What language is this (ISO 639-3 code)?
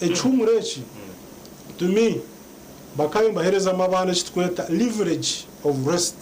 nyn